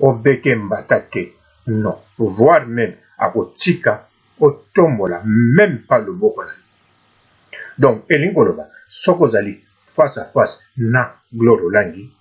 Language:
Lingala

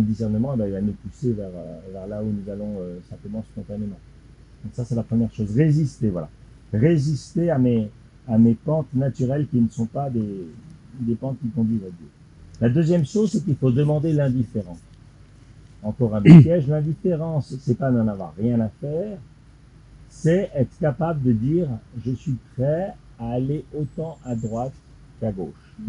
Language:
French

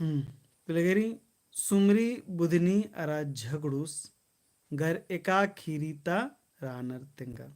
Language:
Kurukh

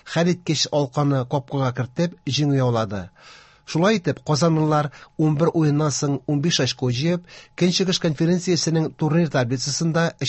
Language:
Tatar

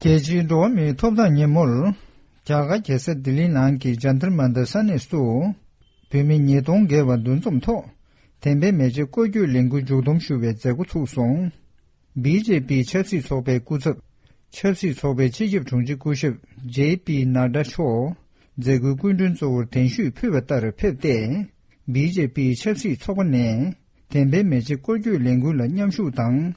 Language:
Tibetan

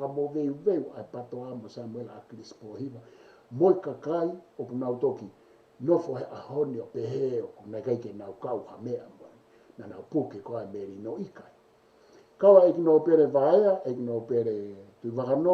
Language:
Tongan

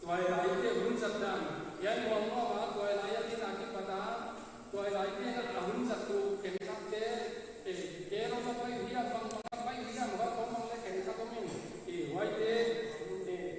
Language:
Paite Chin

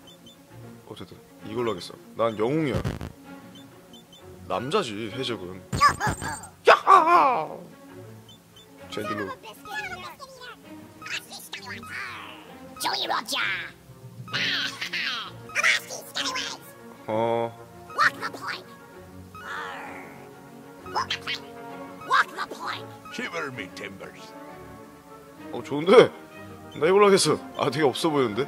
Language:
Korean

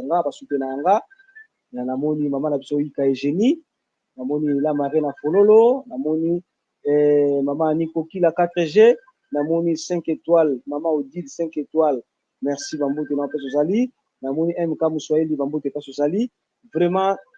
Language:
Lingala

